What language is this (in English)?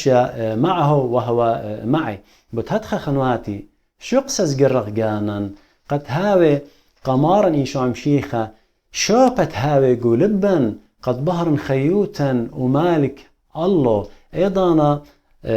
Assyrian Neo-Aramaic